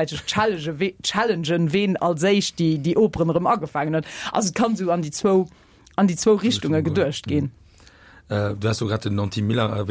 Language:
Luxembourgish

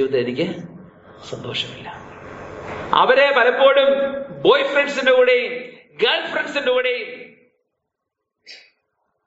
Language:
Malayalam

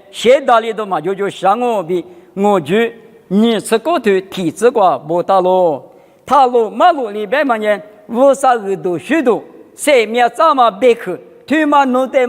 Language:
Lisu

